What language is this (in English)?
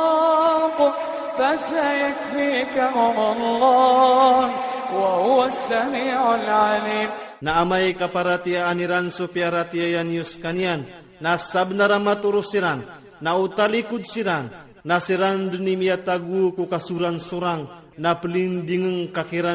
Iranun (Philippines)